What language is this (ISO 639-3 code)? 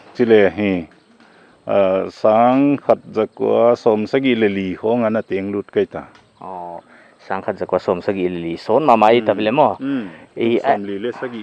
pck